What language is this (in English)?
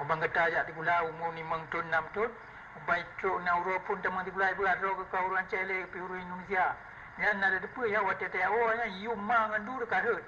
Achinese